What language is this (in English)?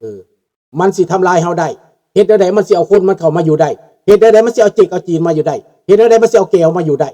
Lao